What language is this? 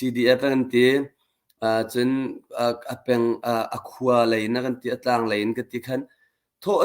Hakha Chin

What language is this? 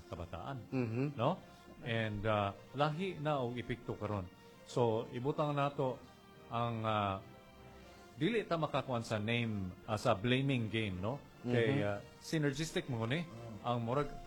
Cebuano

